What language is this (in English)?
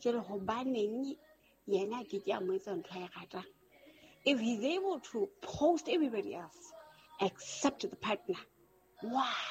Southern Sotho